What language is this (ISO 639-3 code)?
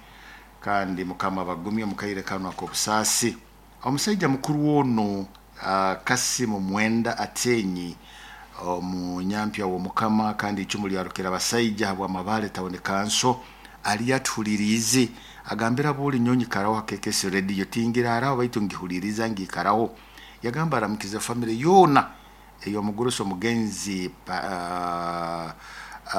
nyo